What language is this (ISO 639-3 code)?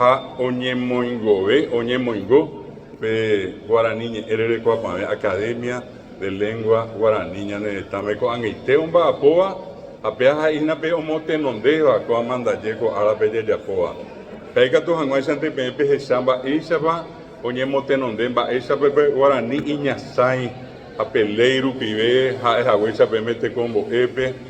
grn